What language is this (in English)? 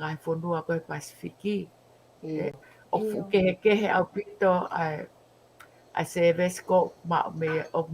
Tongan